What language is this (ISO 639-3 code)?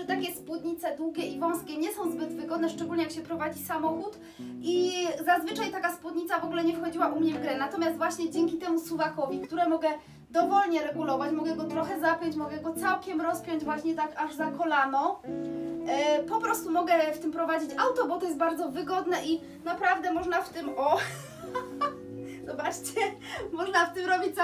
pol